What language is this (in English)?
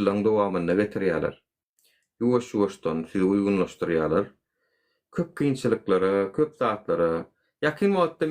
Turkmen